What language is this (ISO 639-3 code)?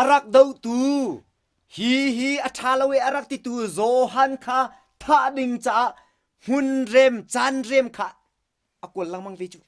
cnh